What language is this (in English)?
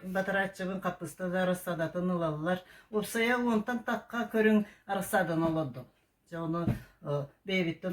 Yakut